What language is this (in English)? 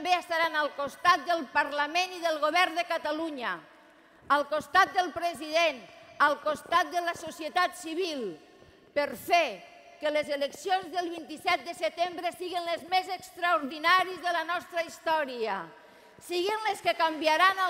Catalan